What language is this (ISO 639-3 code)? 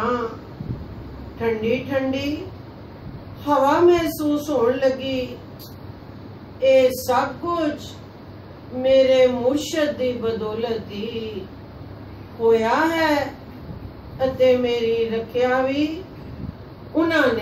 pan